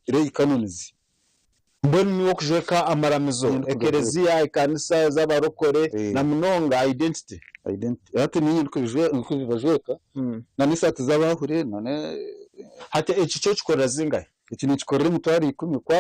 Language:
Nyankole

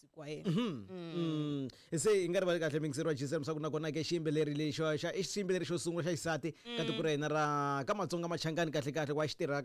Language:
Tsonga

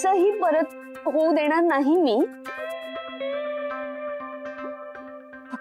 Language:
Marathi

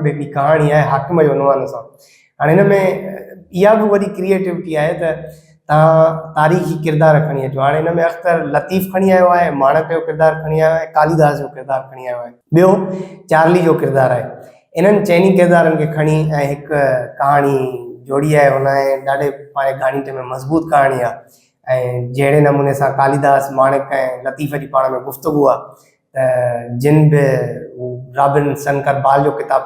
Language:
Sindhi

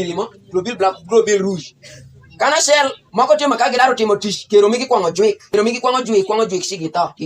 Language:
Alur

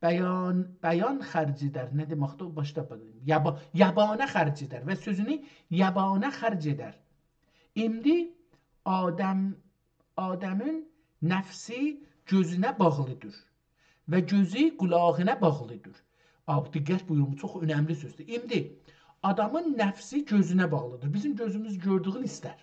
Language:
South Azerbaijani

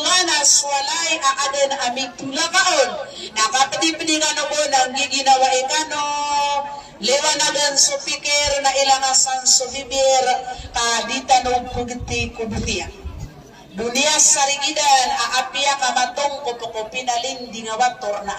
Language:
Maranao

